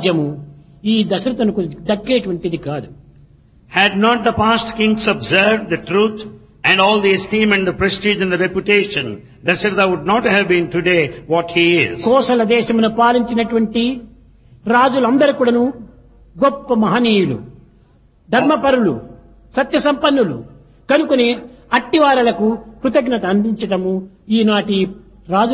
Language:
Telugu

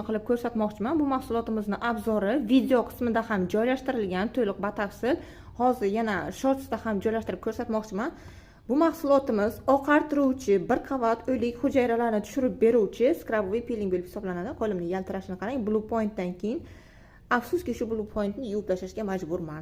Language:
Uzbek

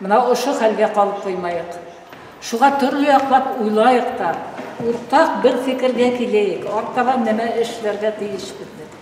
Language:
Bashkir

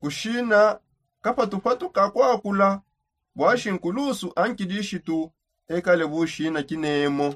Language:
Songe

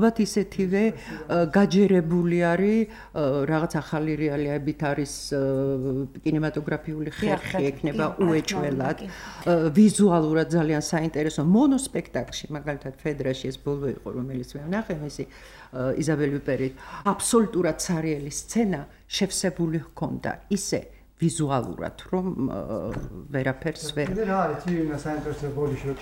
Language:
Georgian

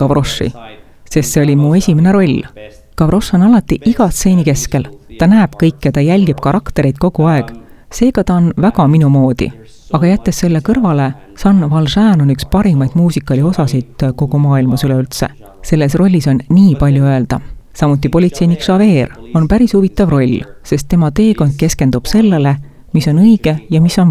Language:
Estonian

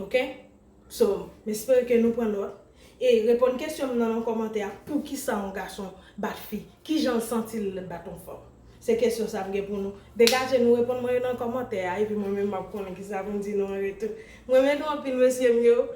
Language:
Haitian Creole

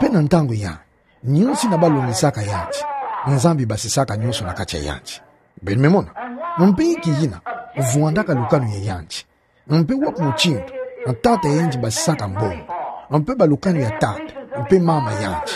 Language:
Kituba (Democratic Republic of Congo)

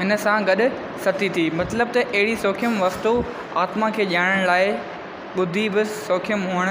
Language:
Sindhi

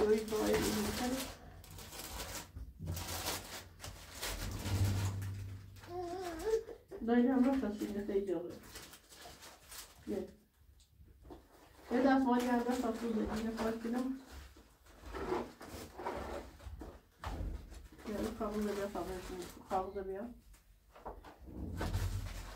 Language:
Persian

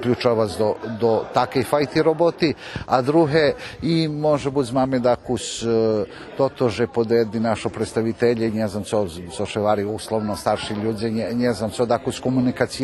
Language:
Rusyn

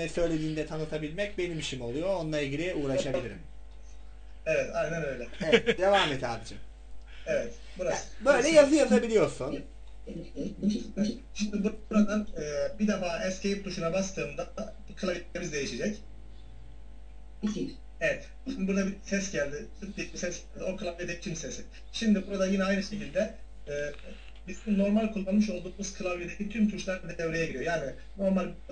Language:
Turkish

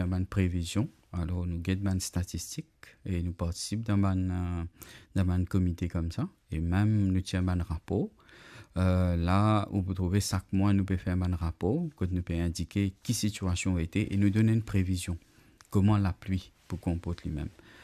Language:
Morisyen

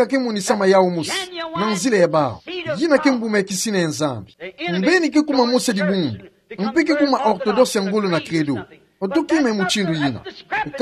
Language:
Kituba (Democratic Republic of Congo)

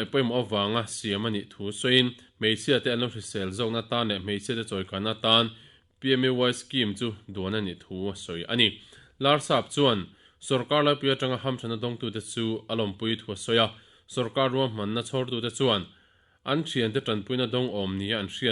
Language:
Mizo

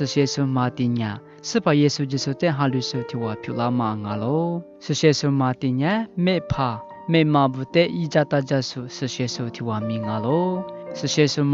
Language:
Lisu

